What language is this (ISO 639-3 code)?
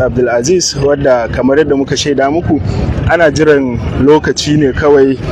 hau